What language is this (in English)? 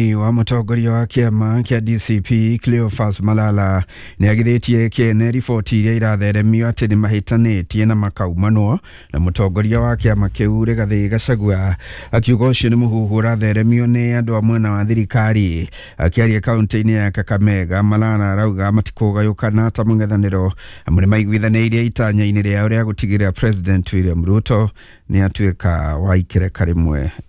Kikuyu